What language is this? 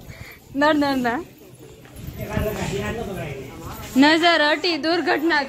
Gujarati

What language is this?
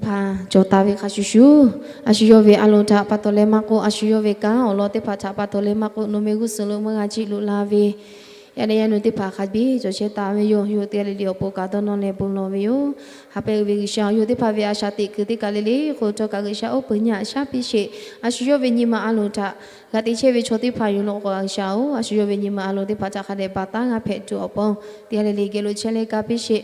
Lahu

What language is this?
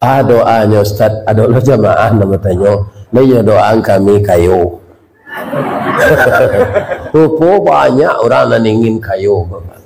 Minangkabau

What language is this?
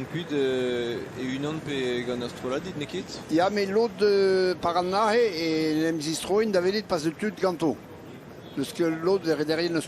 Breton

